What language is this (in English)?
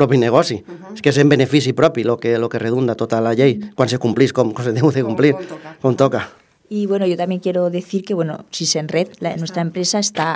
Catalan